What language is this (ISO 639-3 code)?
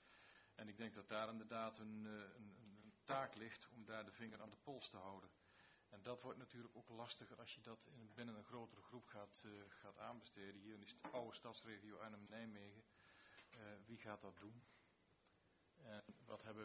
nld